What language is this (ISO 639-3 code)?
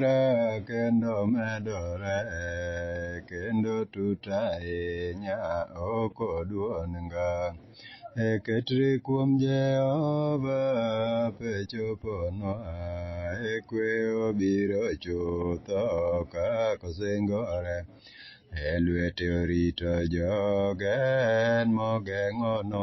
luo